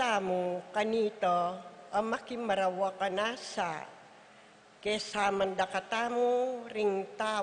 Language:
Pampanga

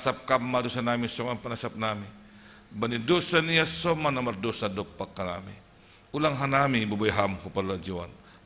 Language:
Batak Simalungun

